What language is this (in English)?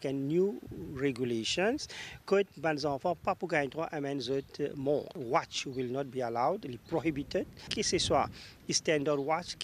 Morisyen